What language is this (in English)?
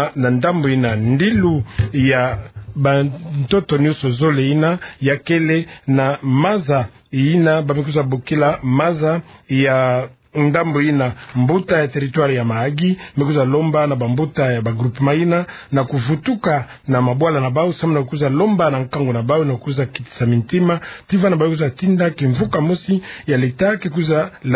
Kituba (Democratic Republic of Congo)